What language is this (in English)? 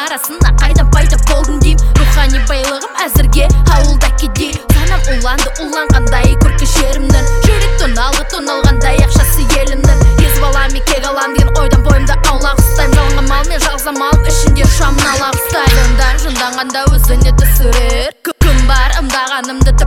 Kazakh